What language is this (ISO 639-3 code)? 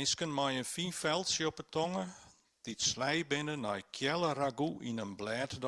fry